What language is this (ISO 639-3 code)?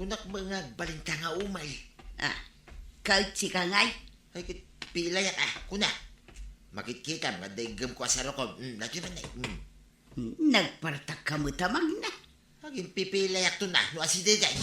ilo